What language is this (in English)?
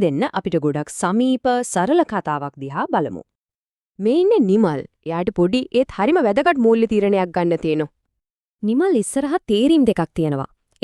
Sinhala